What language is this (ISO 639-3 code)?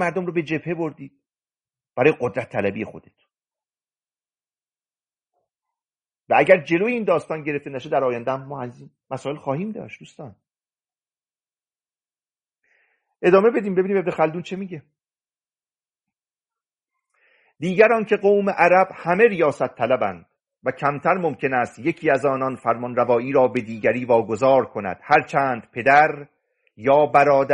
fas